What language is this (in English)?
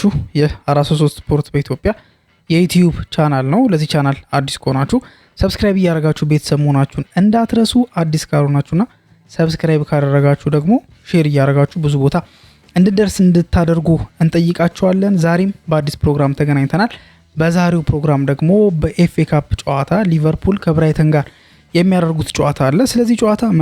Amharic